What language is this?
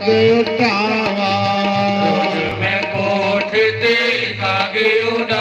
Dogri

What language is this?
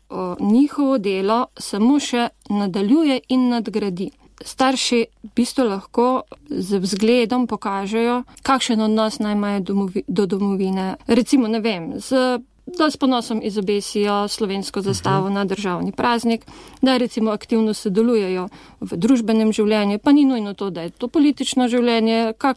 Slovenian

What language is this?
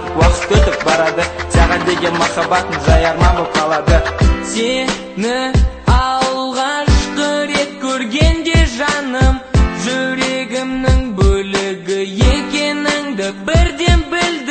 Kazakh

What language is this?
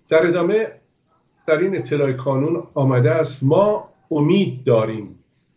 Persian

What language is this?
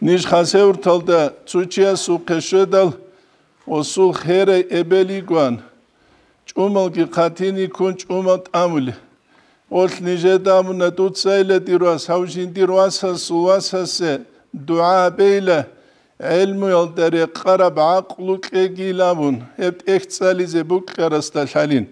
Avaric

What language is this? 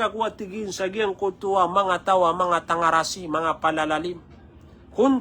Maranao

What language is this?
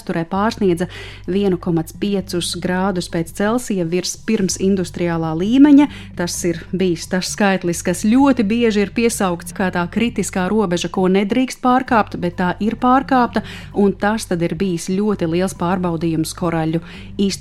Latvian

